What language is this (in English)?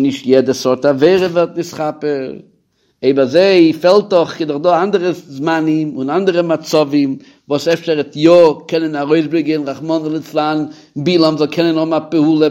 Yiddish